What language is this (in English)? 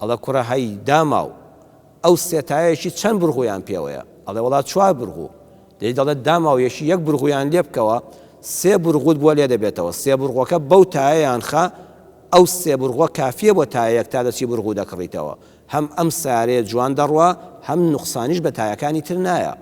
Central Kurdish